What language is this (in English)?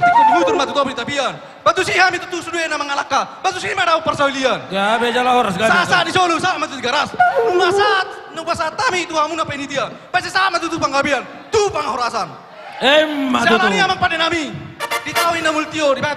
Batak Toba